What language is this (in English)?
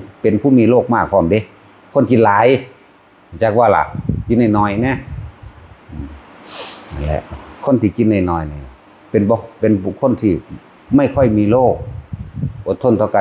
Lao